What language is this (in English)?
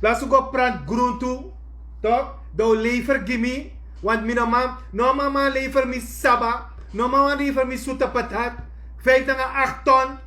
Sranan Tongo